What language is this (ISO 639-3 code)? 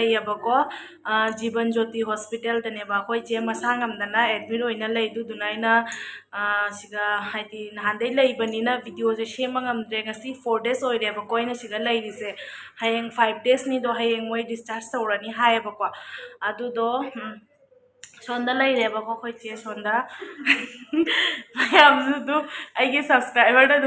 mni